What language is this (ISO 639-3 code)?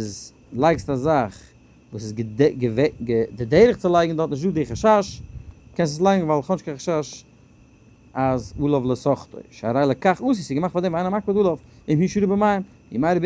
yid